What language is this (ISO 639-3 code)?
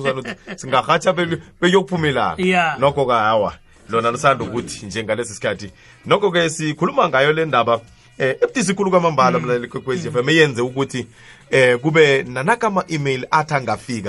nbl